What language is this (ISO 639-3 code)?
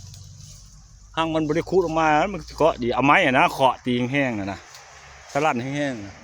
lao